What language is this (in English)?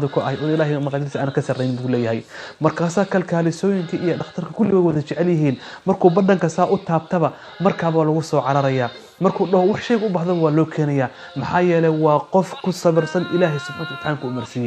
Somali